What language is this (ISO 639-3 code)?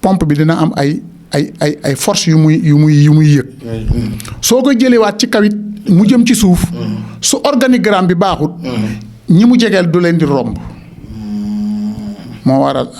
wol